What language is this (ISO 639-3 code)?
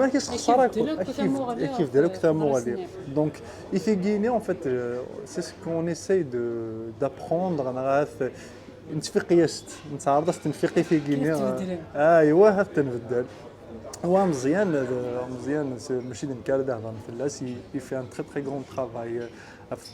kab